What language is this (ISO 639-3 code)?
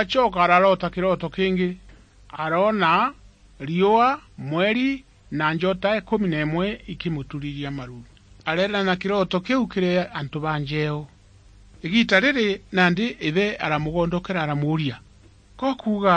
mer